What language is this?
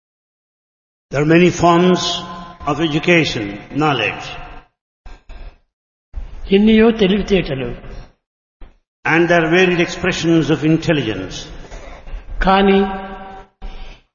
Telugu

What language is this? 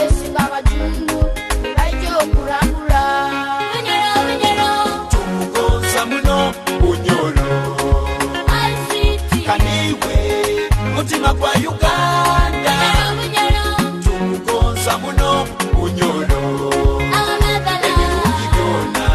Tooro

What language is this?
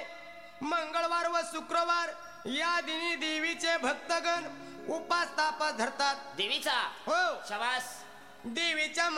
Marathi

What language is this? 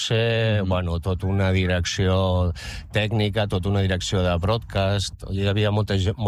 Catalan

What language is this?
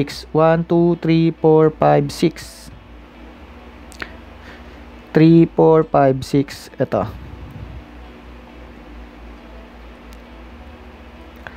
Filipino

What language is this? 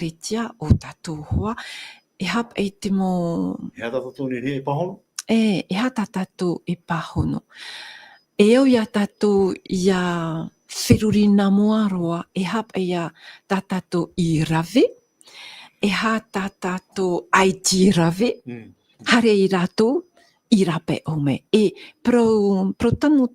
Tahitian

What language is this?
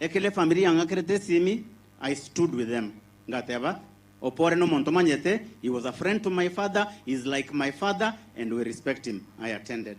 Gusii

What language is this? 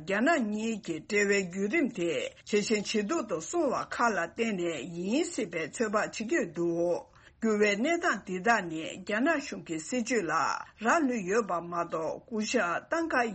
Tibetan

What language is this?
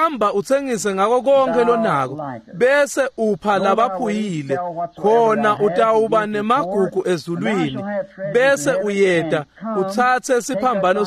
Swati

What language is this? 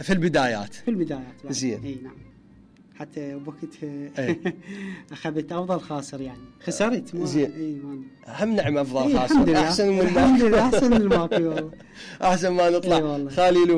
Mesopotamian Arabic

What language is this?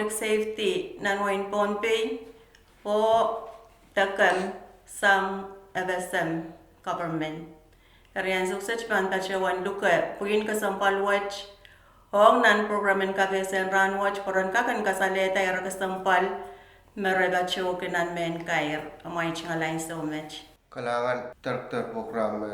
Pohnpeian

